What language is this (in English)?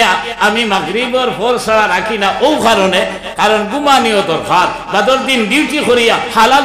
Sylheti